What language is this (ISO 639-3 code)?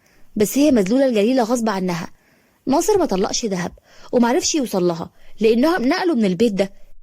arz